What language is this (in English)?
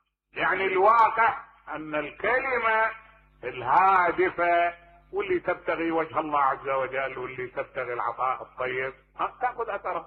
Mesopotamian Arabic